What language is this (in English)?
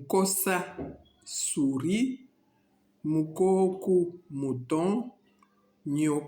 Luba-Lulua